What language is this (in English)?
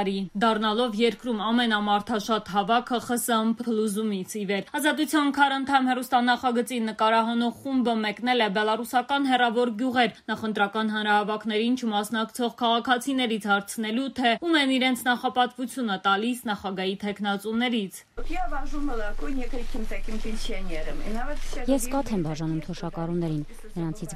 Armenian